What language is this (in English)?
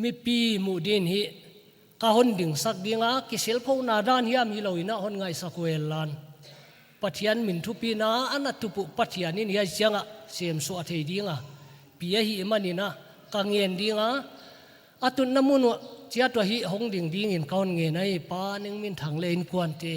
Paite Chin